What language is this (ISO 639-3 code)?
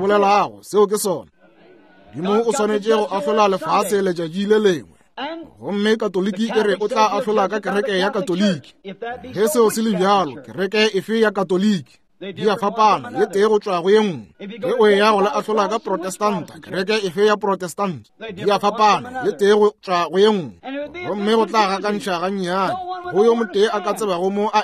nso